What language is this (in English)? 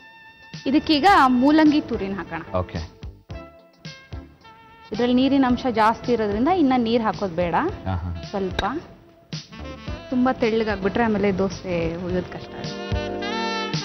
Kannada